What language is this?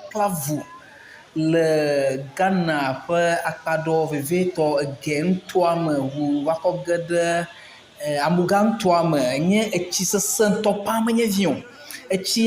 Ewe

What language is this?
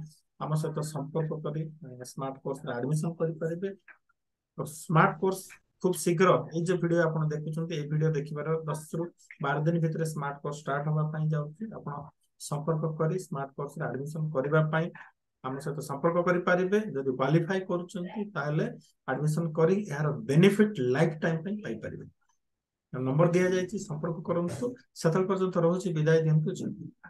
Odia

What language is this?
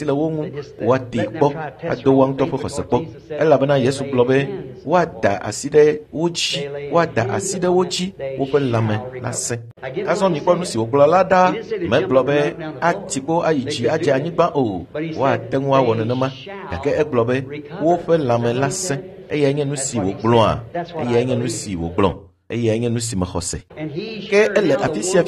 Ewe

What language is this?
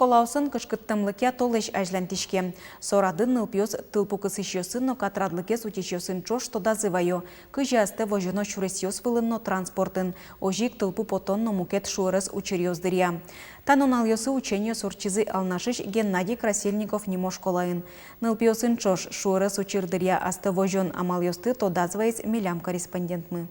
Udmurt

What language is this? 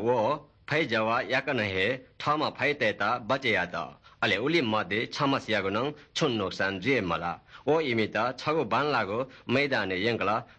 Newari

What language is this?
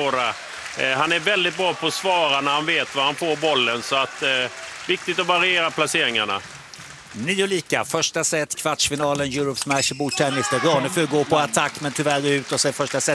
Swedish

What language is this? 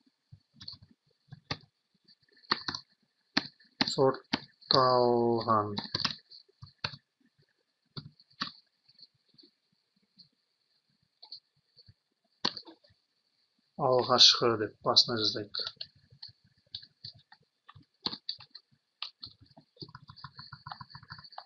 Kazakh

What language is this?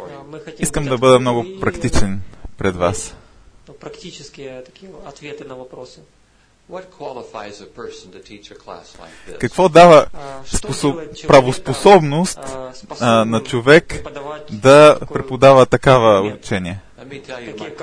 Bulgarian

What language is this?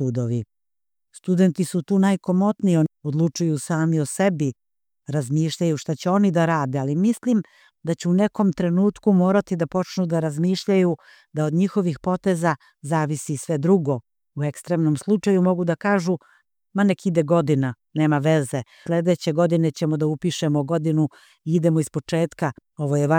Serbian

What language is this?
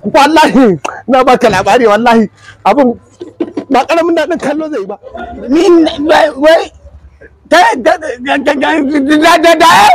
Hausa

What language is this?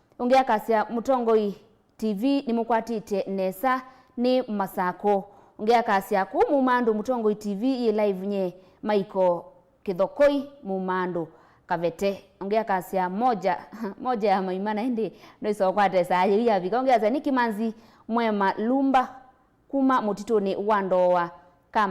Kamba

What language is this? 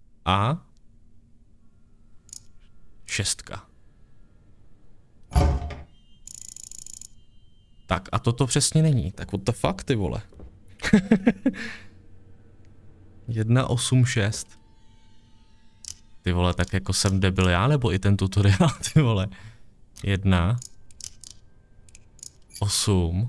Czech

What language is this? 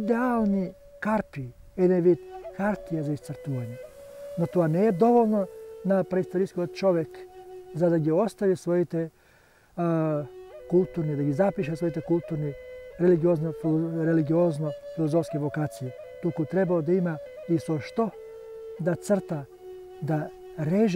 Macedonian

